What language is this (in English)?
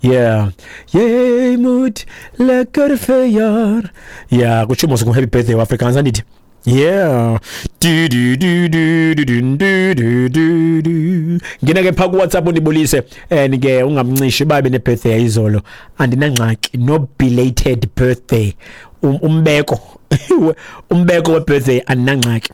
Xhosa